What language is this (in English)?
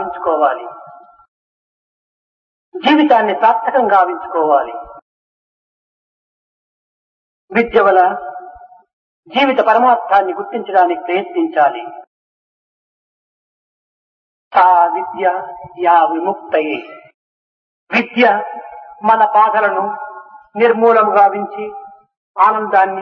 Telugu